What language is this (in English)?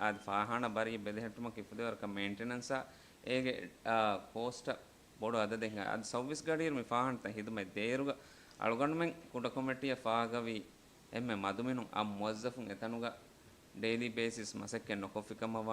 Divehi